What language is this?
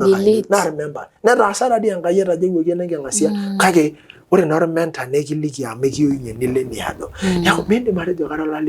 Masai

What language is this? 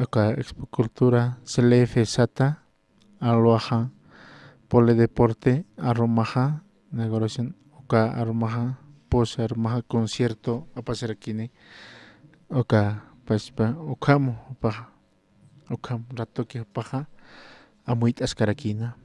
Aymara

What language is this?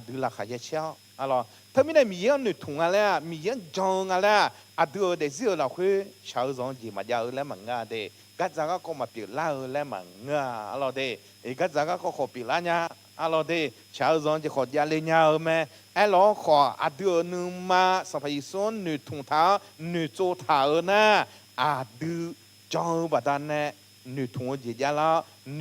Akha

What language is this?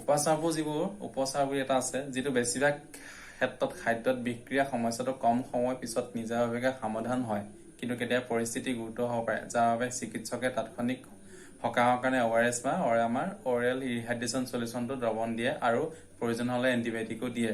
Assamese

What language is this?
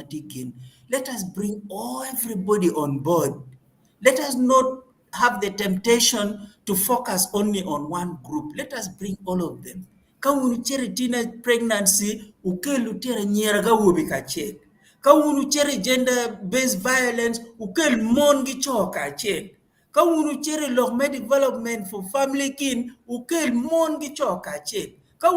Acoli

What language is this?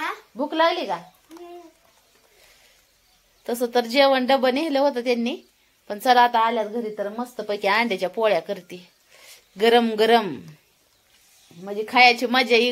Marathi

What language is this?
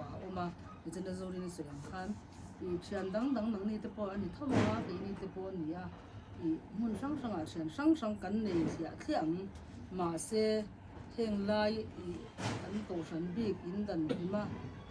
Mizo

